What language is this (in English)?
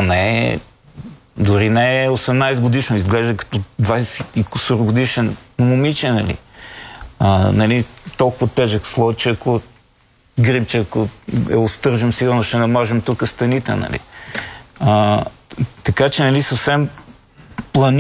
Bulgarian